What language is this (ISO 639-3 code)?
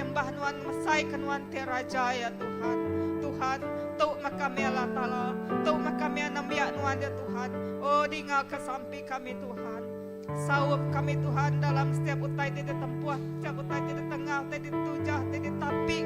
iba